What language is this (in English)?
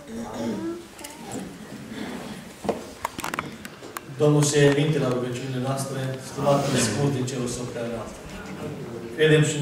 Romanian